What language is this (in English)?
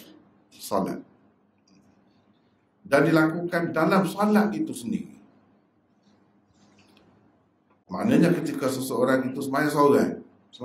Malay